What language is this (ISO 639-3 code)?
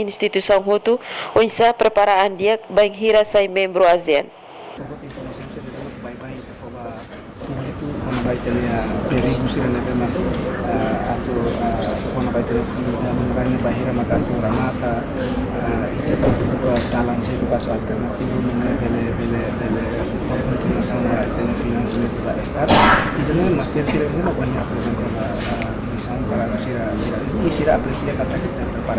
tet